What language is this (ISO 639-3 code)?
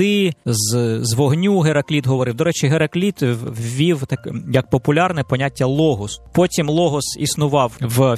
ukr